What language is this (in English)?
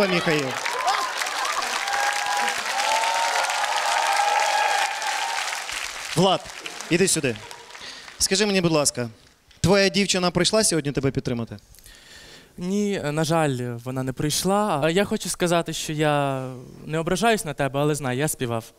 Ukrainian